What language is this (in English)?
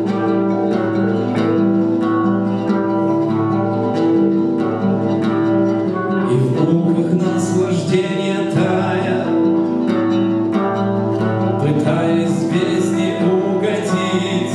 Russian